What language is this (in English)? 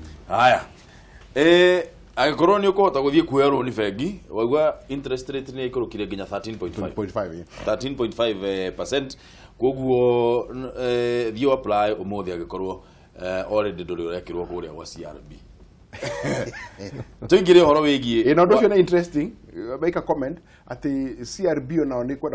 Kikuyu